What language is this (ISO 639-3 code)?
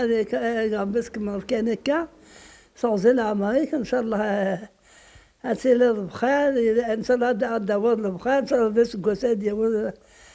kab